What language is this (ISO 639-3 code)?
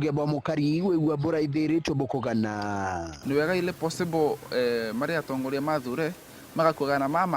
mer